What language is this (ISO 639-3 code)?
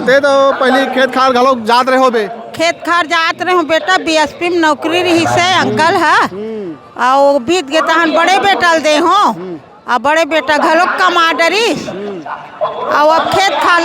hne